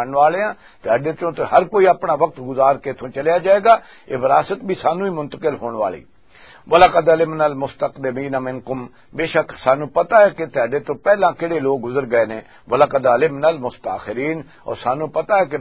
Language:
Western Panjabi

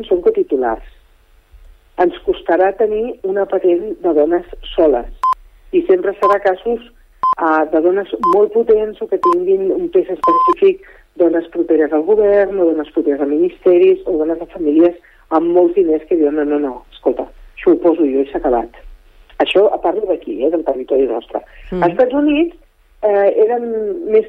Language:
Catalan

